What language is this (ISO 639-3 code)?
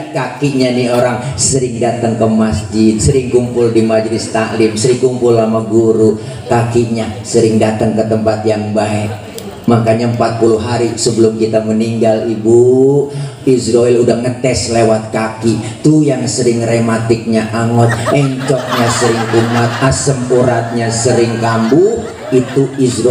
bew